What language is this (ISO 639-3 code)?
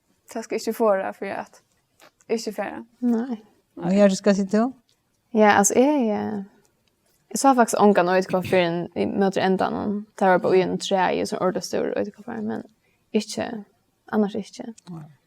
fao